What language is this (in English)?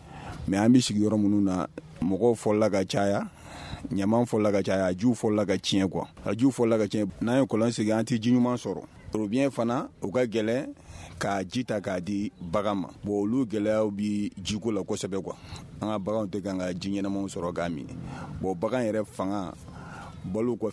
Bambara